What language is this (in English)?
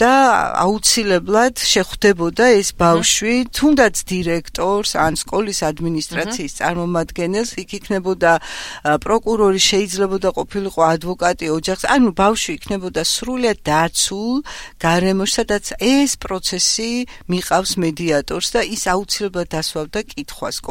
Georgian